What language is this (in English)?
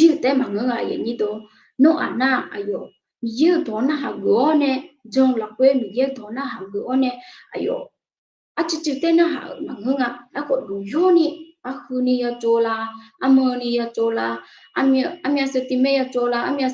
Akha